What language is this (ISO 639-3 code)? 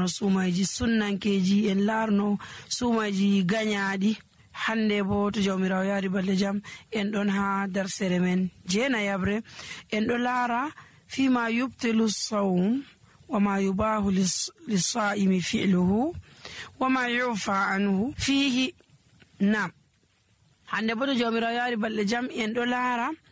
fuv